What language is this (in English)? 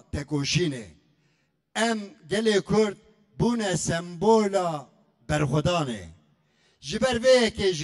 Kurdish